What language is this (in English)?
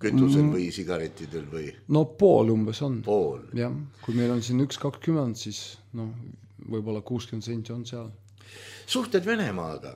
Estonian